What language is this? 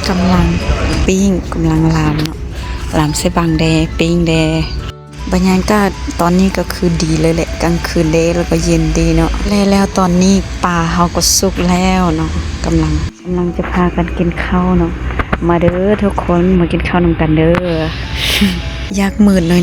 Lao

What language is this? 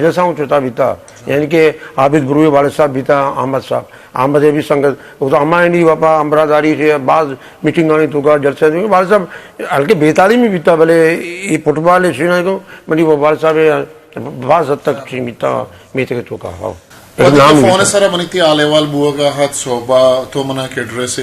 Eastern Balochi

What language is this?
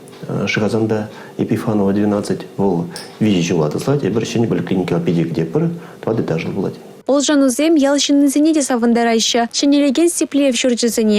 Chuvash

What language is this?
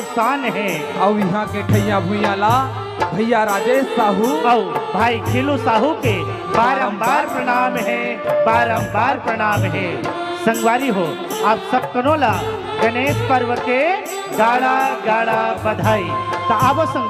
Chhattisgarhi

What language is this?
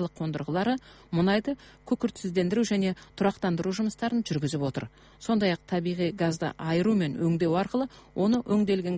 Kazakh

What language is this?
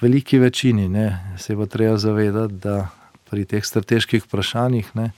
Slovenian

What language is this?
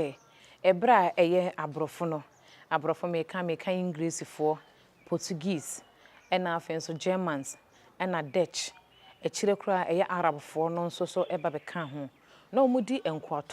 Akan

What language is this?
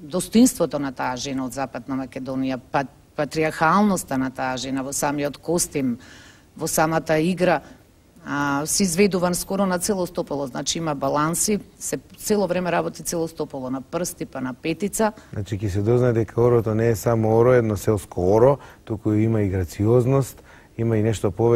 Macedonian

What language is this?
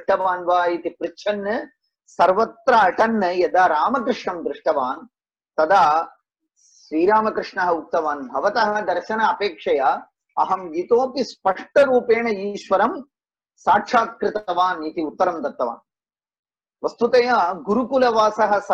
Sanskrit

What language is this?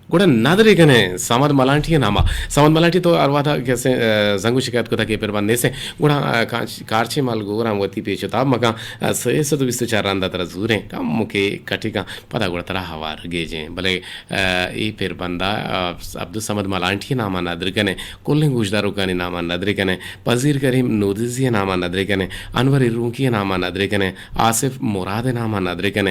Eastern Balochi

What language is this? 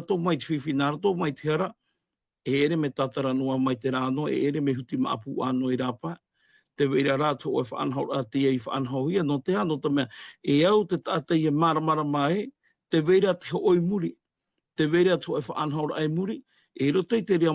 Tahitian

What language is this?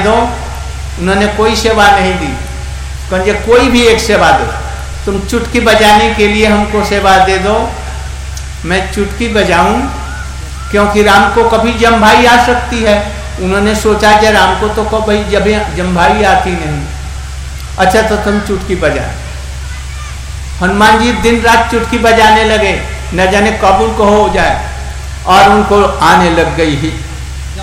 Hindi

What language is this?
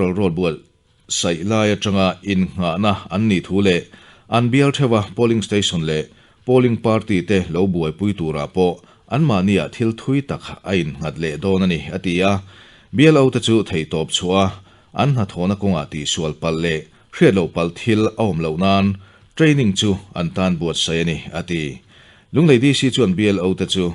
Mizo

